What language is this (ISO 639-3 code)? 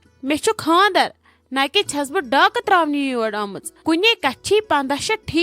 kas